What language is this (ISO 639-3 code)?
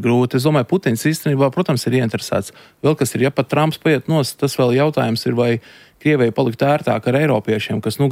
lav